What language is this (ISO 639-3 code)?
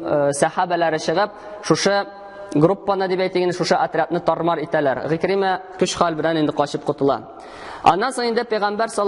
tat